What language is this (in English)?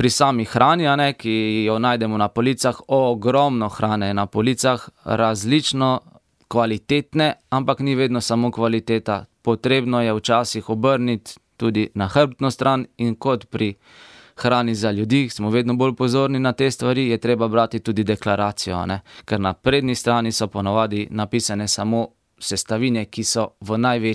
Slovenian